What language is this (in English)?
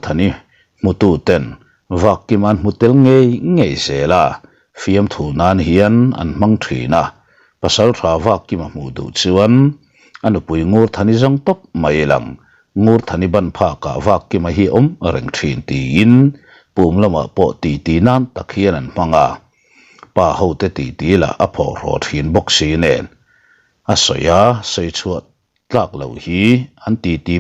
Mizo